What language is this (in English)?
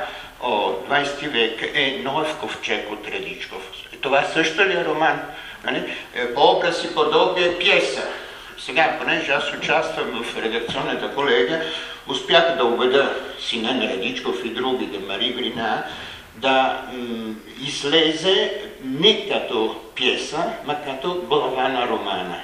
Bulgarian